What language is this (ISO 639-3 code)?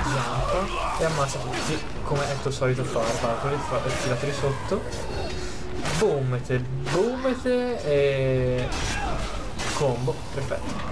ita